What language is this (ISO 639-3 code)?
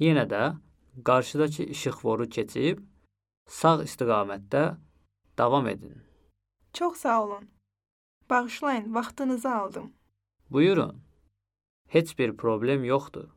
aze